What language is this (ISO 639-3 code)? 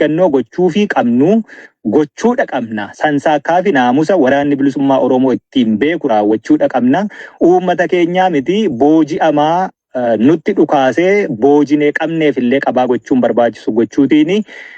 orm